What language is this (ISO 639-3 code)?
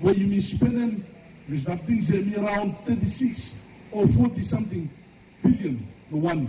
bis